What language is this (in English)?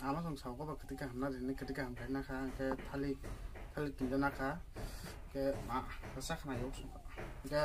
Kok Borok